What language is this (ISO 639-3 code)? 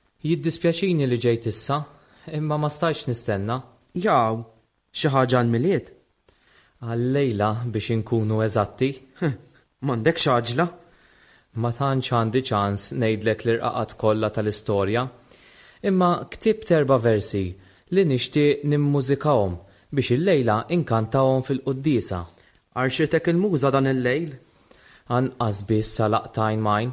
mlt